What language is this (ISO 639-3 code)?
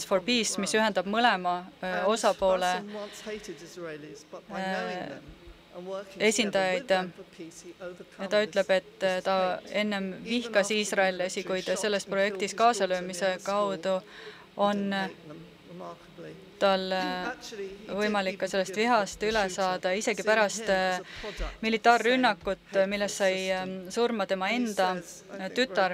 est